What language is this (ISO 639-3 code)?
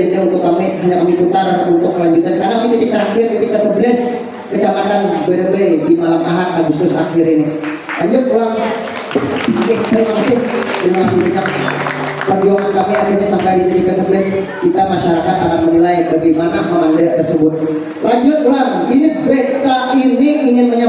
bjn